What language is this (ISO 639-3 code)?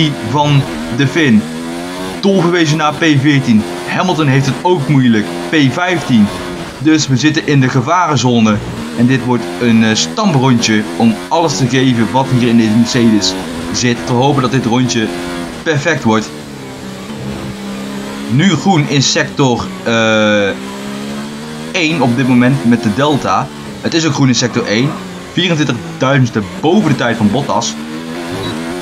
nld